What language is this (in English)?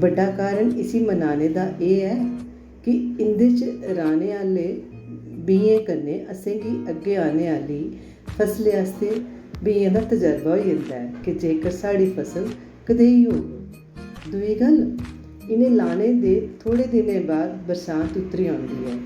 Dogri